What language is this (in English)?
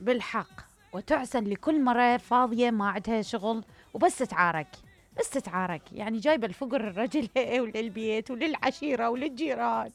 Mesopotamian Arabic